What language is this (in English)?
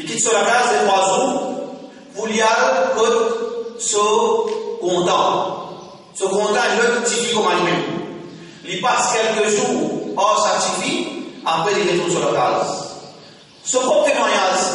Morisyen